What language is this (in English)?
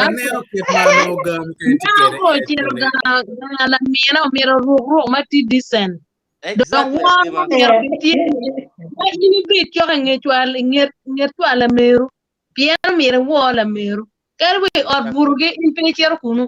Acoli